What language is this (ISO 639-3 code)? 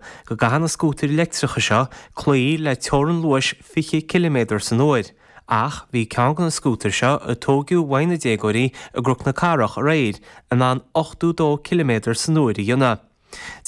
gle